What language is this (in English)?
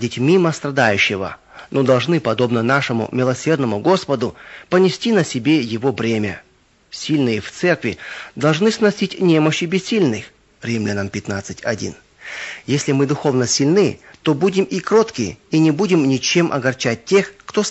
Russian